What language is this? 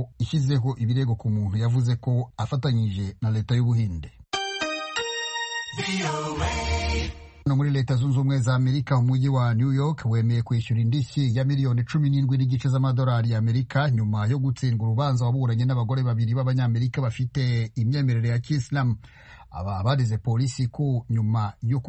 Kinyarwanda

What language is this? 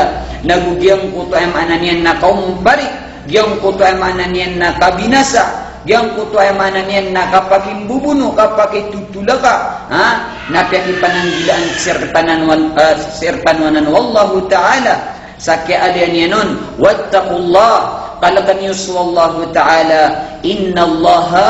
Maranao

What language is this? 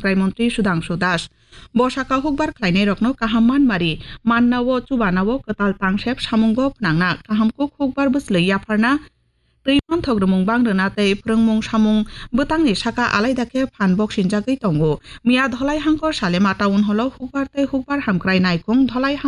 Kok Borok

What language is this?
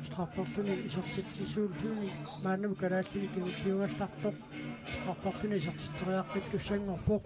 Kalaallisut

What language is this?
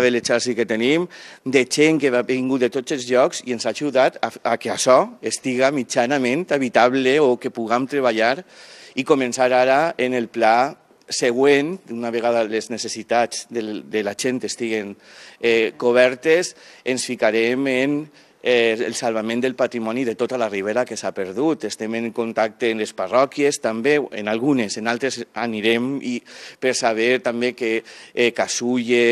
Catalan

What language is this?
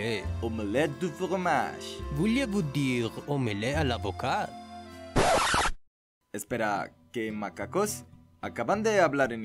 Spanish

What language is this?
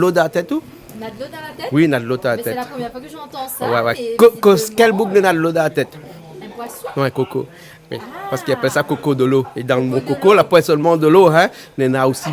Réunion Creole French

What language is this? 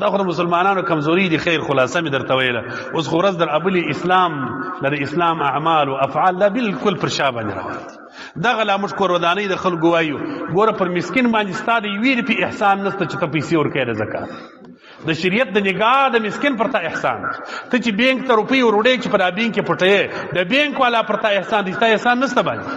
Pashto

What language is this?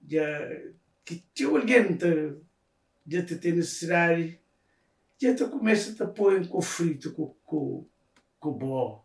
Kabuverdianu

